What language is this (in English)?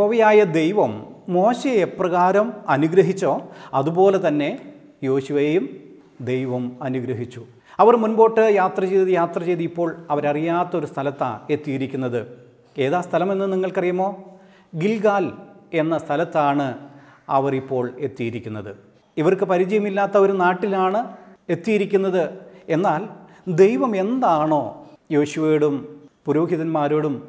Malayalam